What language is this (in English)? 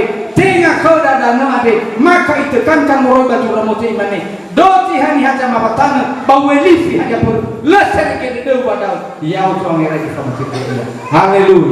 Nias